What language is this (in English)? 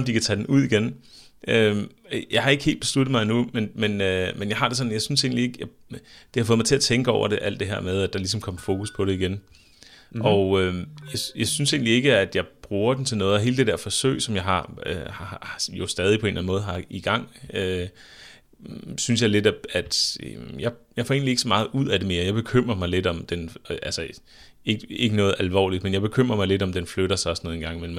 Danish